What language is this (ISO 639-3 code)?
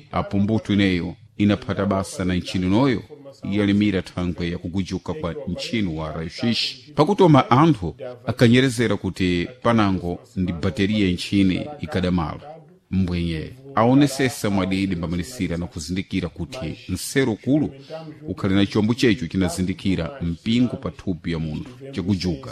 seh